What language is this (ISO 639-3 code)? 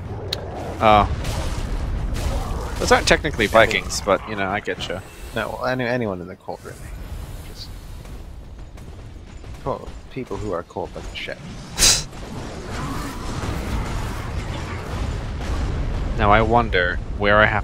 eng